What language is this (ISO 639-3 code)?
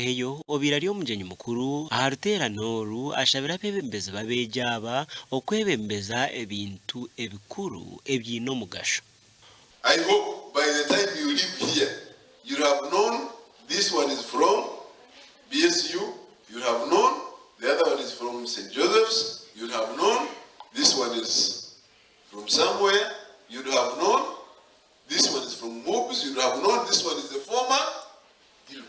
nyn